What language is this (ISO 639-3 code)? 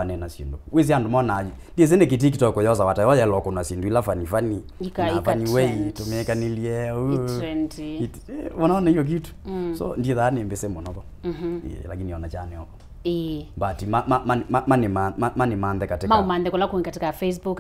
kam